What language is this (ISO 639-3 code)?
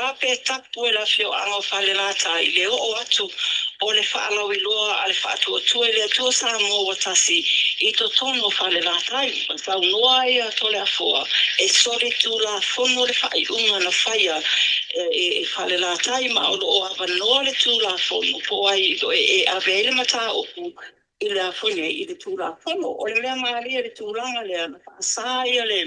smo